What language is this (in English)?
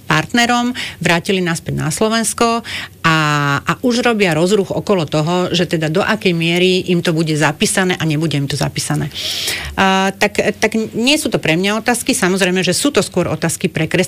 Slovak